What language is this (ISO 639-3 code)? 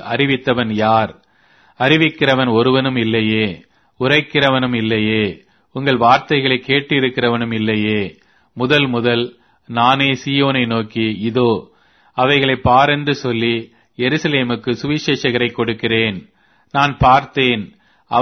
tam